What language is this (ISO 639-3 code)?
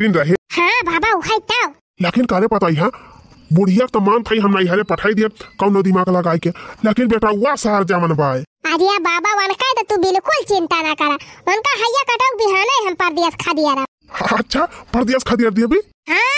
awa